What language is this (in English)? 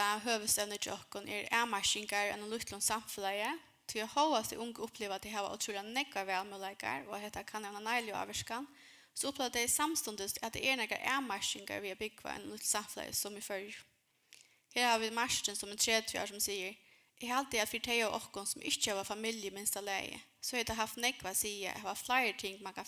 Faroese